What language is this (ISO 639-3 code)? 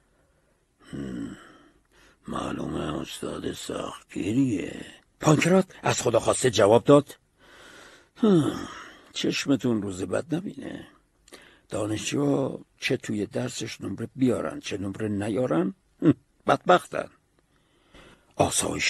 fas